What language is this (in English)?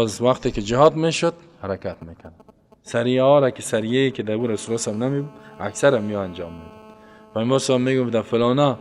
Persian